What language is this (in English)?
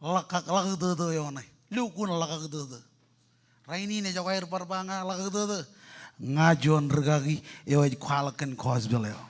Marshallese